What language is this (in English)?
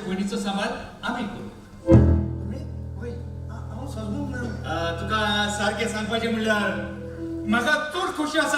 Konkani